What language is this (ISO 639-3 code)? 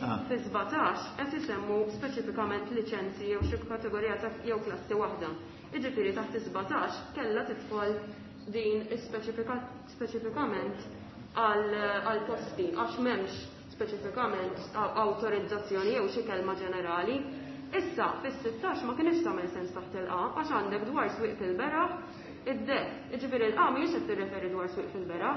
mlt